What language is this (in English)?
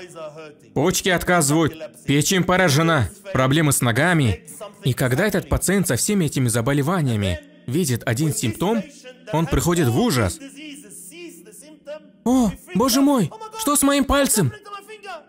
Russian